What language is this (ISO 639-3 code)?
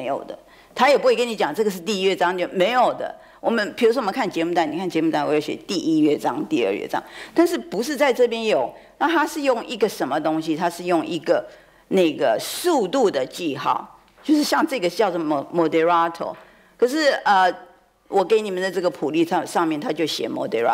zho